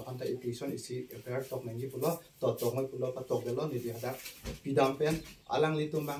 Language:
Karbi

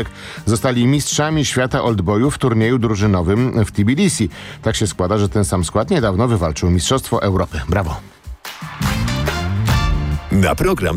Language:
Polish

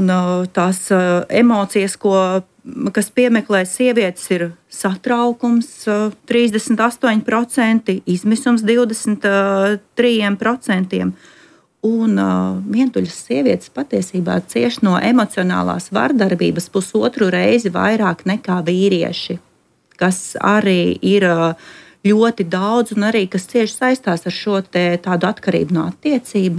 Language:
Latvian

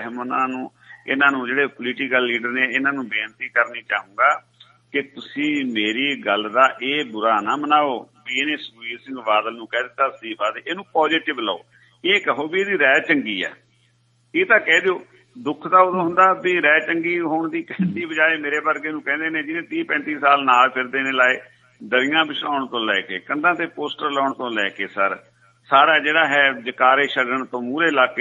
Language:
Punjabi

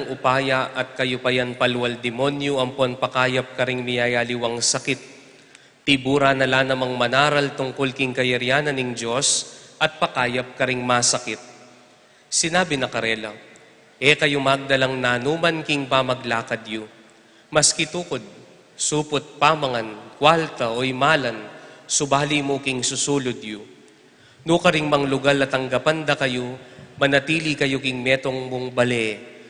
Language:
Pampanga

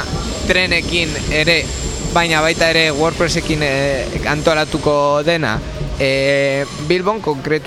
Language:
Basque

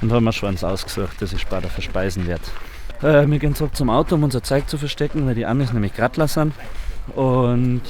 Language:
Bavarian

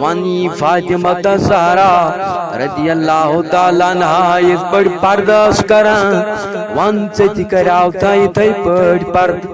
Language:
Kashmiri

